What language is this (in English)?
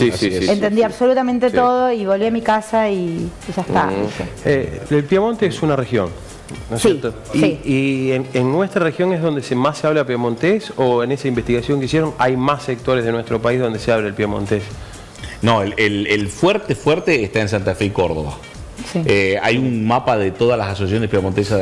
Spanish